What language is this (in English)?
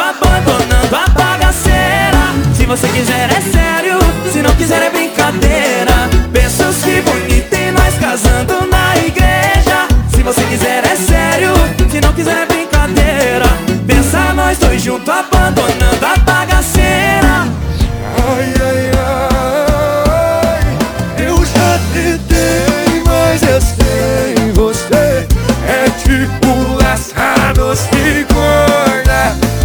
Portuguese